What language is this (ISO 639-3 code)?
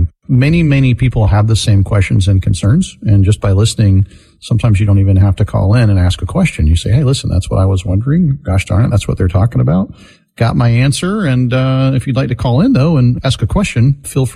eng